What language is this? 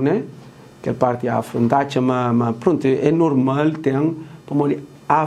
Kabuverdianu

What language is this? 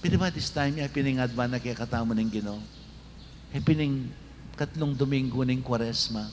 Pampanga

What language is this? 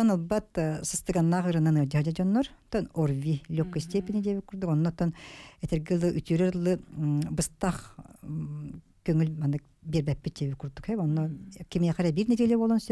Yakut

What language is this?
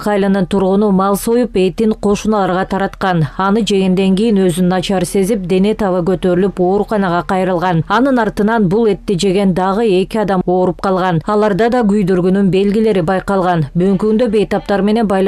Kyrgyz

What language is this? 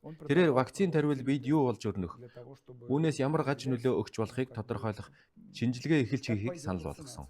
Mongolian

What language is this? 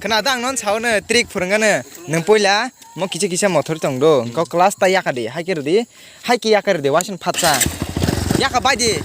Kok Borok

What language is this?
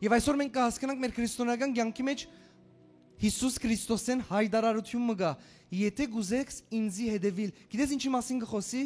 Western Armenian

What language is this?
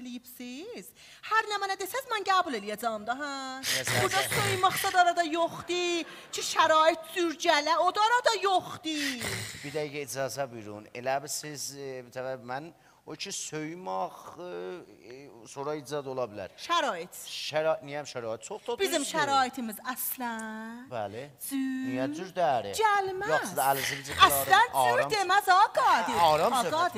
South Azerbaijani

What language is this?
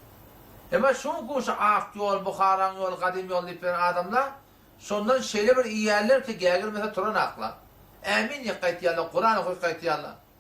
Turkmen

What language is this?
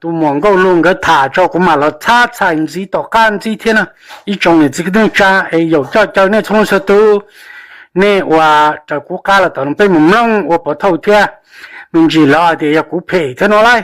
Hmong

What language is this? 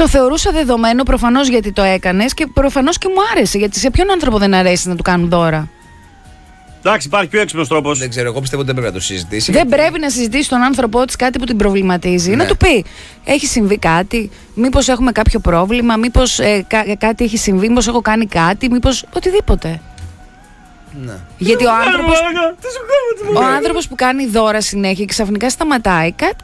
Greek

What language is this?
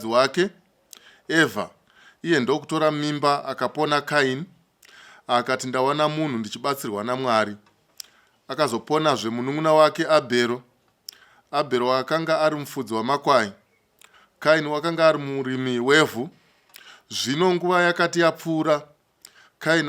Shona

